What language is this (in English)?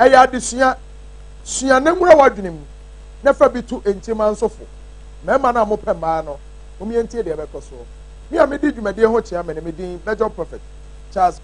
Akan